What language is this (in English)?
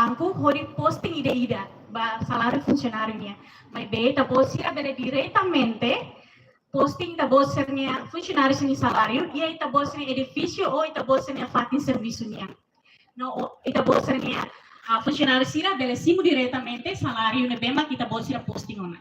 Tetum